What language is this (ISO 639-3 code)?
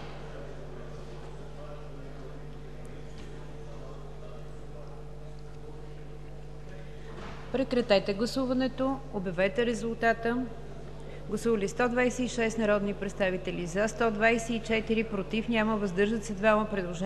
bul